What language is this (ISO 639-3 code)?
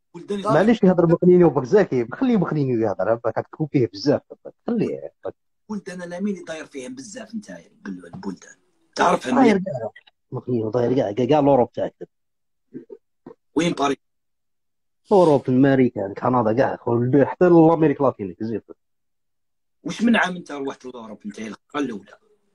arq